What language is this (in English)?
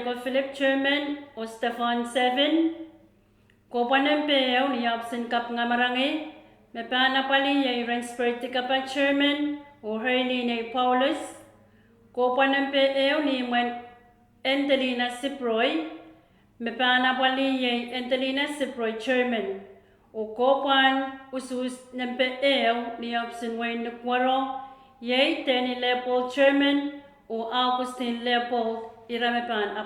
Pohnpeian